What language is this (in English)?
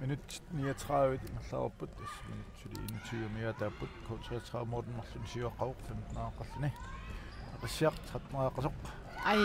Kalaallisut